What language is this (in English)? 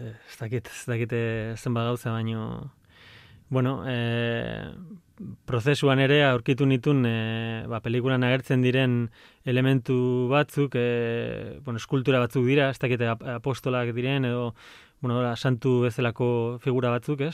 Basque